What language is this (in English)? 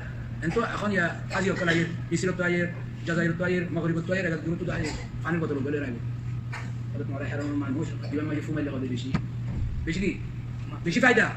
Rohingya